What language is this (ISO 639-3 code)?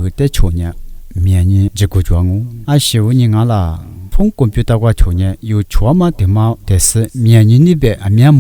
lis